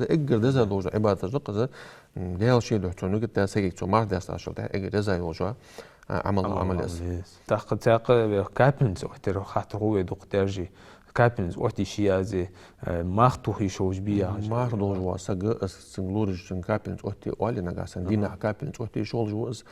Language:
Ingush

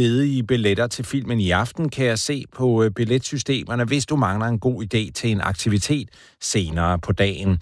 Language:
Danish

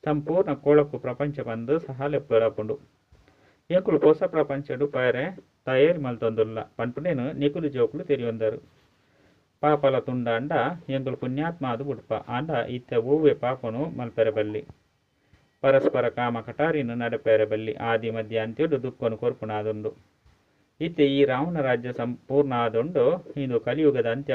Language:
Tulu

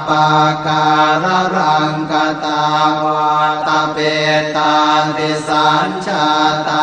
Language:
Pali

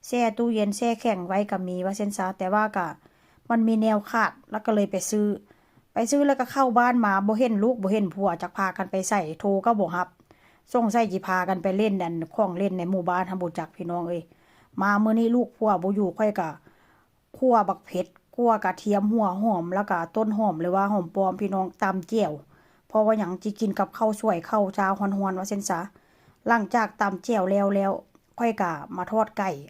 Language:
Northeastern Thai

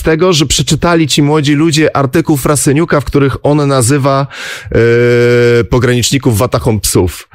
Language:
Polish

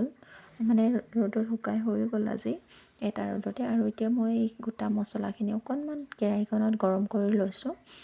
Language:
Assamese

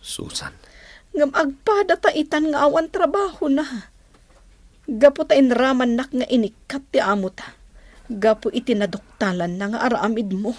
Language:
Iloko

